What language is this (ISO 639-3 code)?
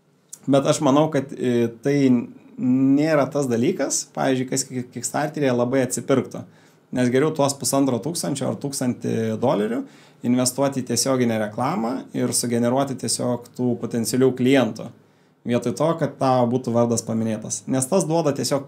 lit